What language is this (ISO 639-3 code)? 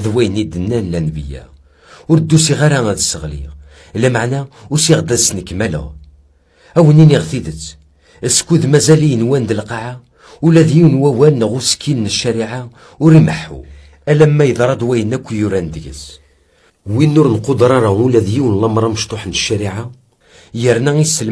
kab